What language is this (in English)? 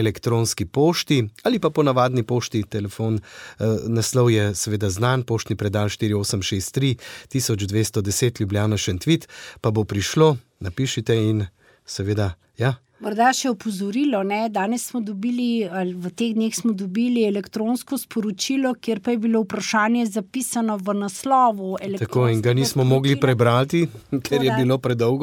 Slovenian